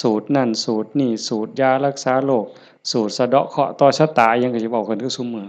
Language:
Lao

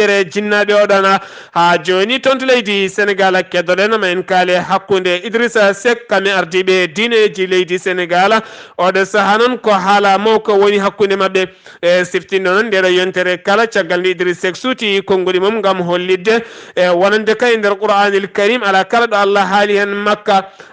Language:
Fula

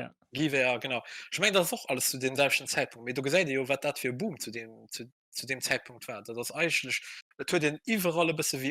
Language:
Luxembourgish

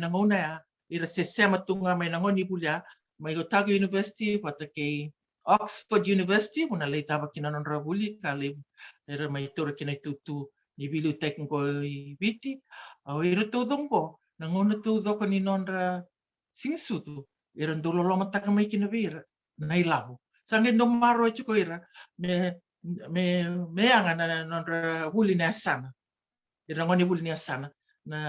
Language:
Fijian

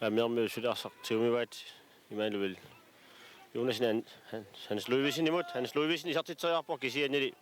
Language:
Kalaallisut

